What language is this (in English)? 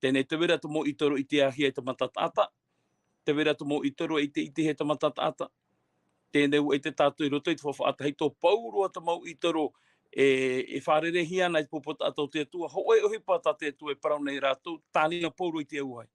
Tahitian